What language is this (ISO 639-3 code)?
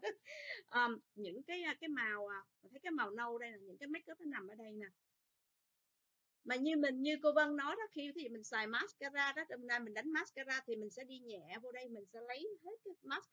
vie